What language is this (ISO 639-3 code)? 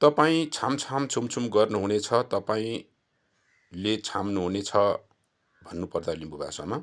nep